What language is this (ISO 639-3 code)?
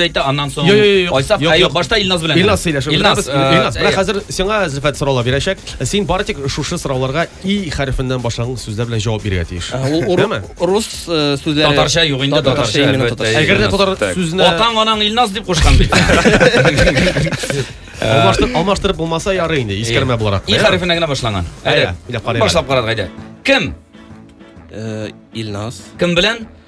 tat